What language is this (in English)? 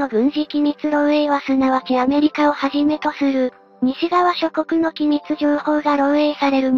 Japanese